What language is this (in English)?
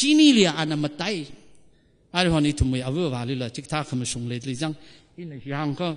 Tangkhul Naga (India)